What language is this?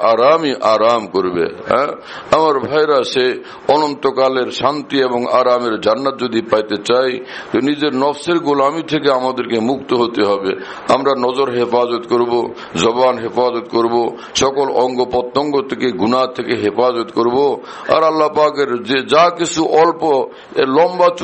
Bangla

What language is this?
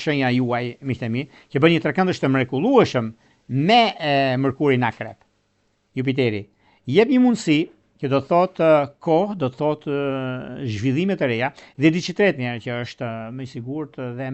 Albanian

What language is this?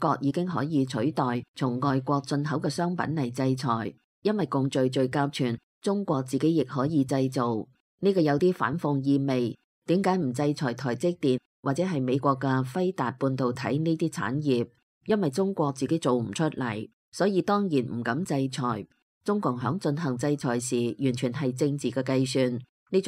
Cantonese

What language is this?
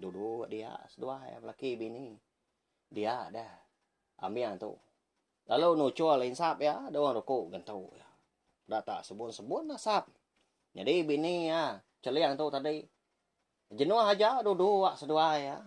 Iban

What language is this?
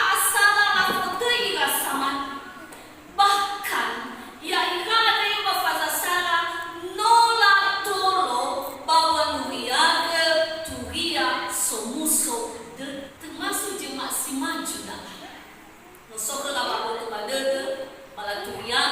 Nias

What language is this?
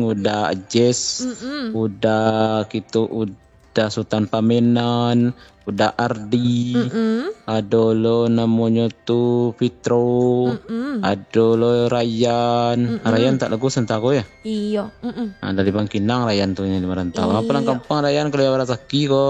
Minangkabau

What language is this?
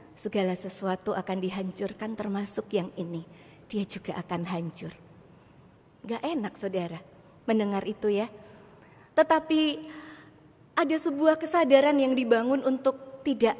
Indonesian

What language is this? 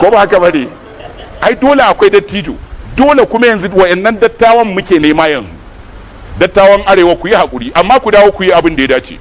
Hausa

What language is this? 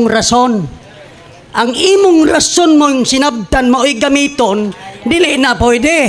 Cebuano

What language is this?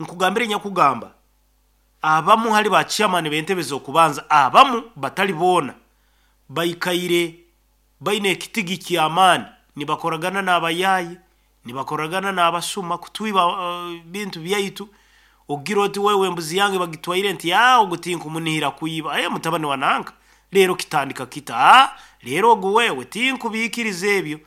Nyoro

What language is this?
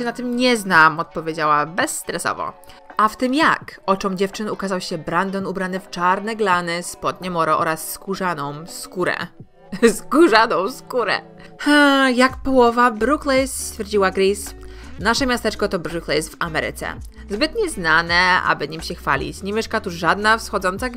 Polish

